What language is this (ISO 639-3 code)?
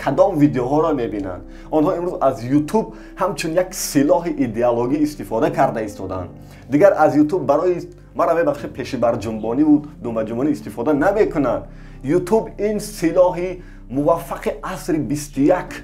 tgk